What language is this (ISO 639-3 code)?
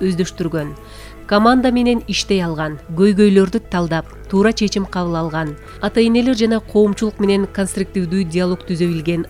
kir